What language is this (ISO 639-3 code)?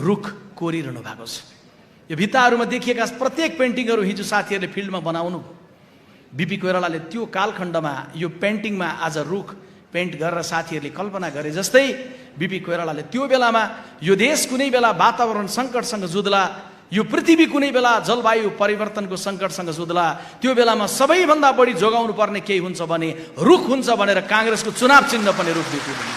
nep